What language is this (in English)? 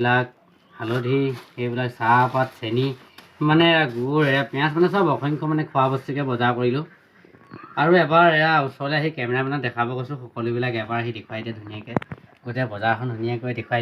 Assamese